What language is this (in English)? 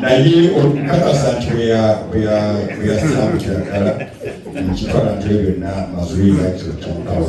Ganda